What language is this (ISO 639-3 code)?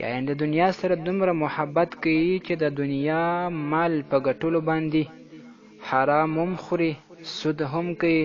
pus